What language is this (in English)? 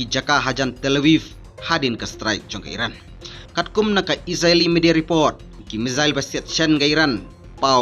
Khasi